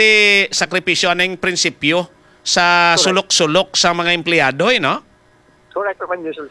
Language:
Hiligaynon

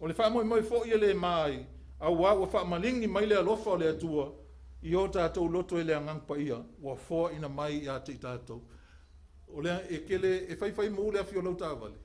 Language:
Samoan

